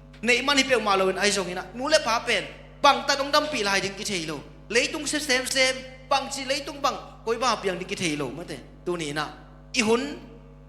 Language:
Tedim Chin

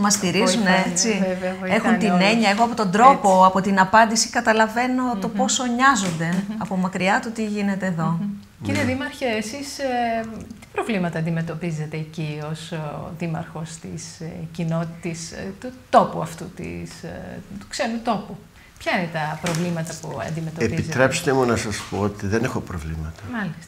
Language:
Greek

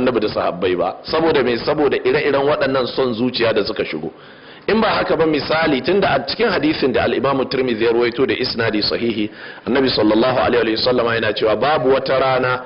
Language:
Hausa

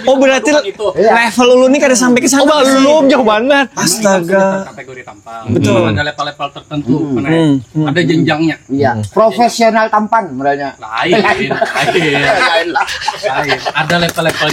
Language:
Banjar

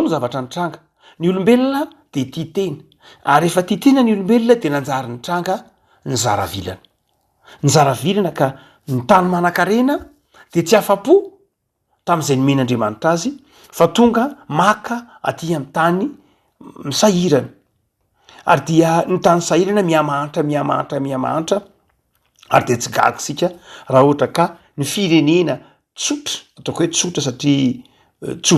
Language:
Malagasy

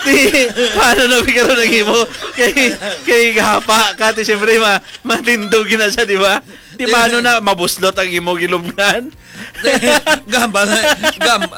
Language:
Hiligaynon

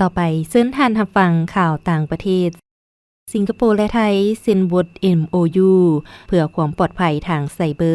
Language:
Lao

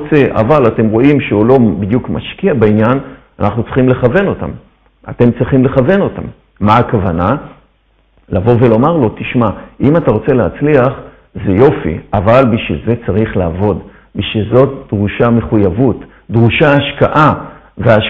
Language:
Hebrew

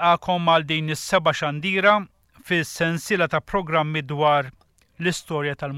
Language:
Maltese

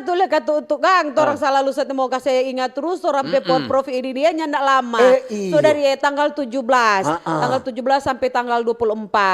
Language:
Manado Malay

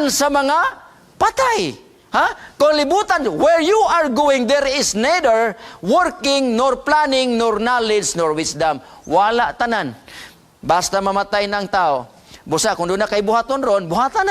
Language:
Cebuano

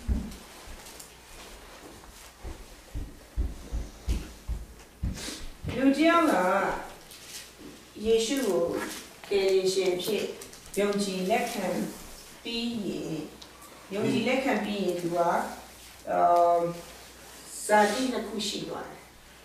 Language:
Burmese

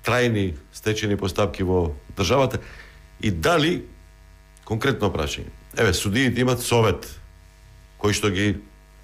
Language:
Macedonian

